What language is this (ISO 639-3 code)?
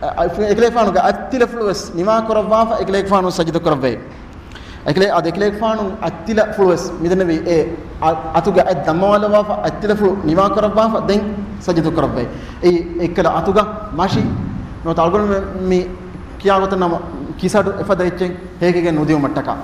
div